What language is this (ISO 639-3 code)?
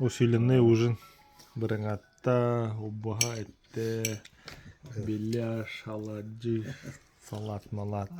sah